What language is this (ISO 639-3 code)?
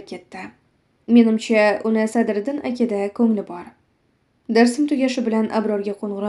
uzb